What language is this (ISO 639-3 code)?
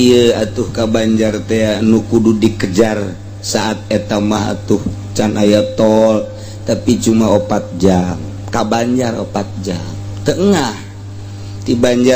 sun